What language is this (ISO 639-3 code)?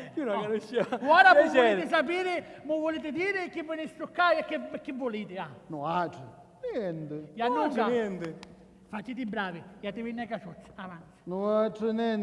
scn